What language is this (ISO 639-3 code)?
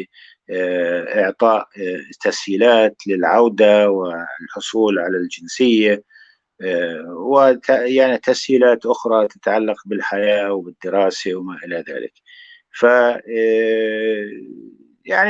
apc